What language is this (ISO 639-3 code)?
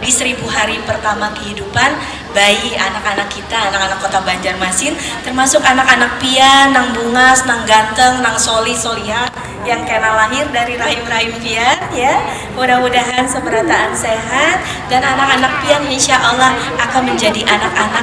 bjn